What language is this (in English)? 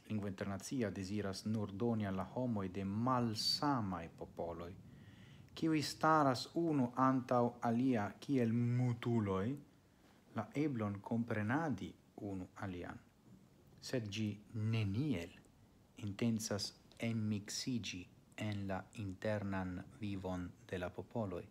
Esperanto